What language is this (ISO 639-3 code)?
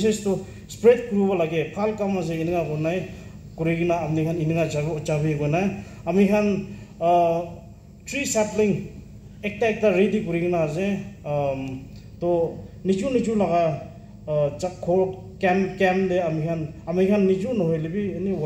nag